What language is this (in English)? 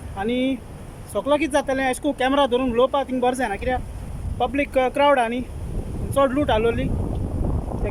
Konkani